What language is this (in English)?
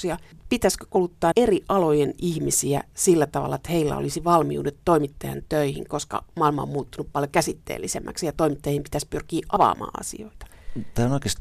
Finnish